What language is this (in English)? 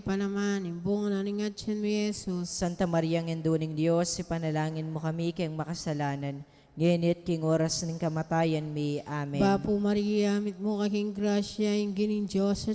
Pampanga